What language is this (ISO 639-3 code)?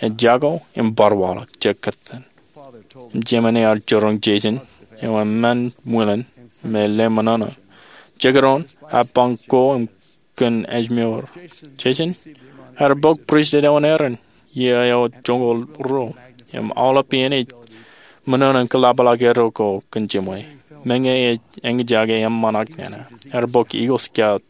mah